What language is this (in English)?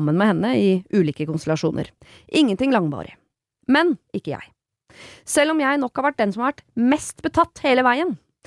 Norwegian